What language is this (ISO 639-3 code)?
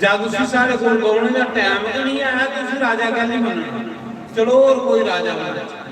doi